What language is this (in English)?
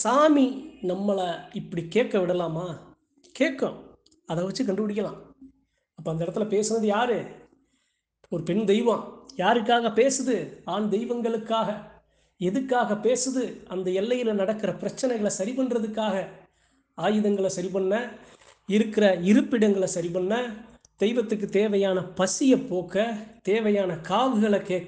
Tamil